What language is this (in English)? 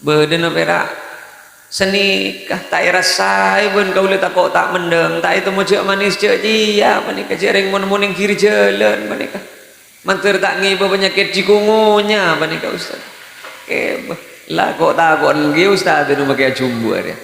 Madurese